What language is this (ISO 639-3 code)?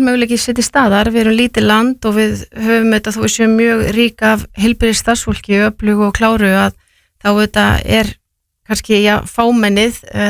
isl